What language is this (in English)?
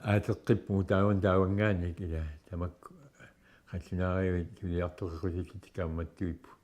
Kalaallisut